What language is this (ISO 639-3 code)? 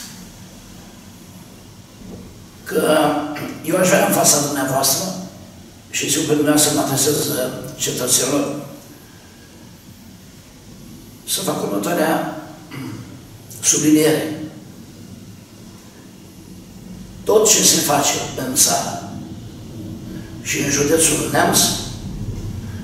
ron